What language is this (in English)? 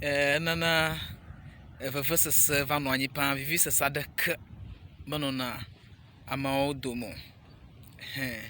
Ewe